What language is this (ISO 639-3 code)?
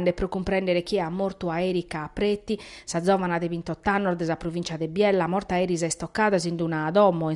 srd